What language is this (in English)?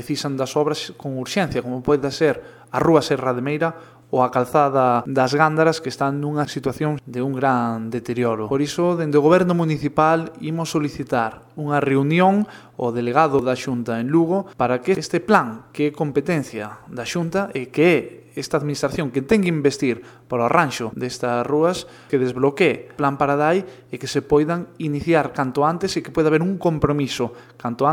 Galician